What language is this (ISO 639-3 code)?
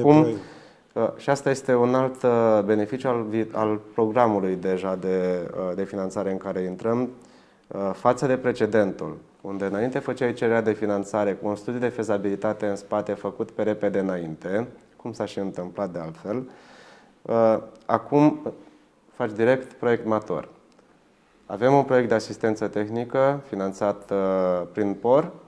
ron